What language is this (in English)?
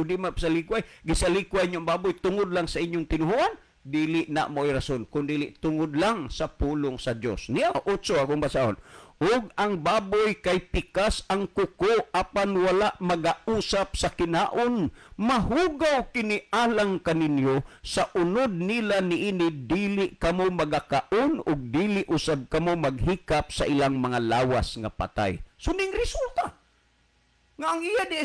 Cebuano